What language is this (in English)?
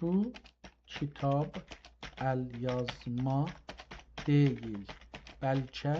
South Azerbaijani